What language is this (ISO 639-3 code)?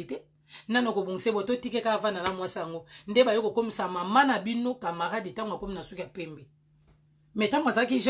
lin